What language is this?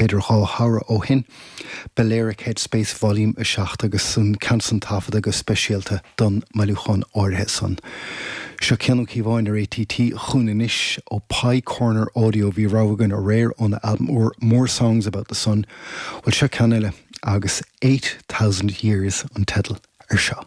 Irish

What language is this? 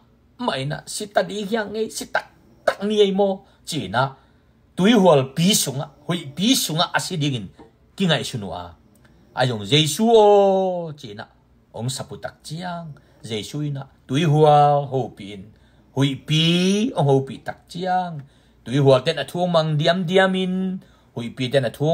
Tedim Chin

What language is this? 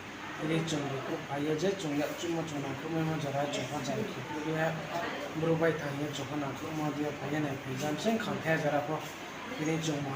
Riang (India)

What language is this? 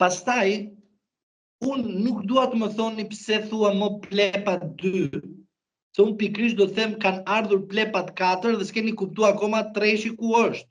Albanian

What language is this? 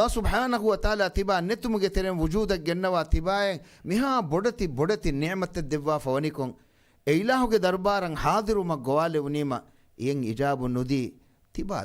Divehi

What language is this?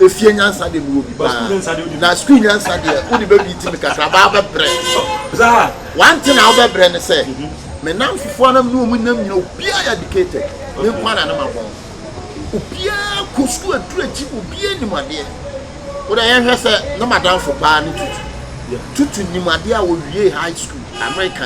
Akan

